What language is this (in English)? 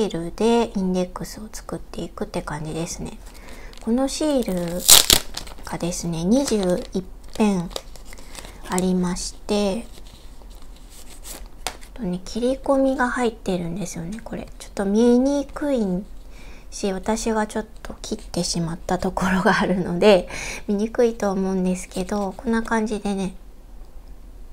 Japanese